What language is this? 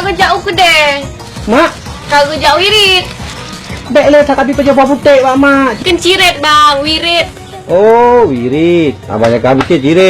Achinese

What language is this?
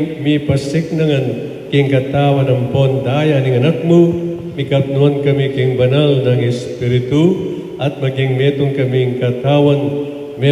Pampanga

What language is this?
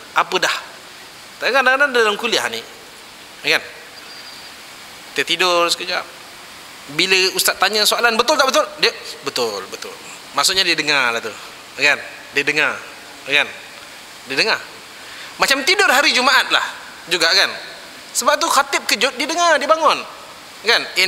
Malay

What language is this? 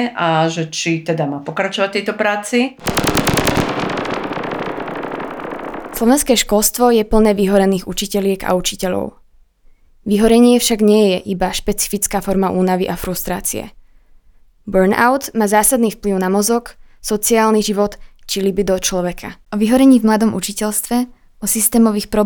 Slovak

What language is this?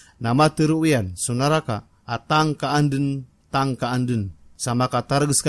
Maranao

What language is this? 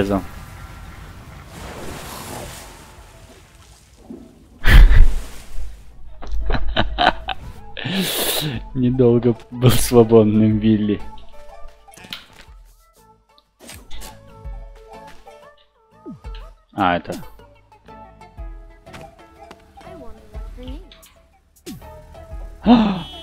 Russian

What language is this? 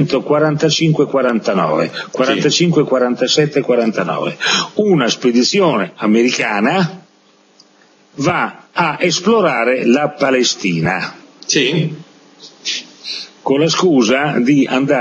Italian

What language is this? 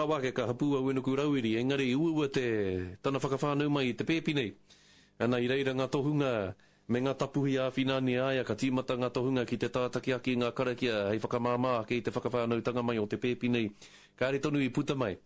Māori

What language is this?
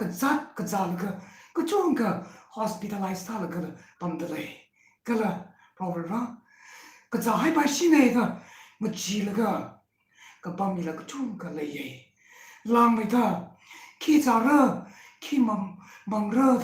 Tangkhul Naga (India)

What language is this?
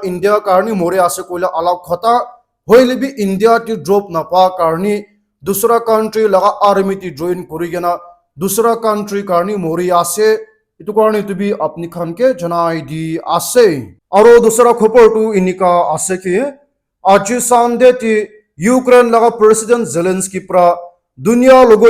Naga Pidgin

